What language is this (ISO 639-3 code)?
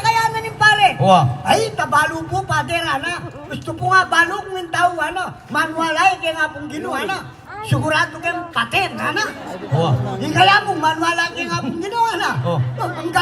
pam